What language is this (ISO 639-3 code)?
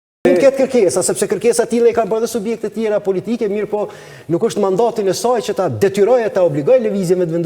sqi